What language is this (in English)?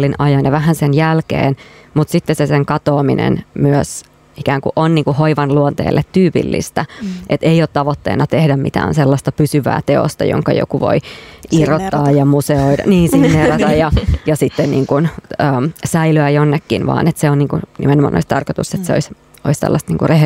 Finnish